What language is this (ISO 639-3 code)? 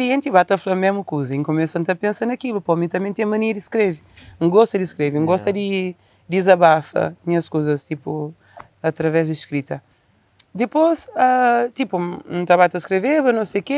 kea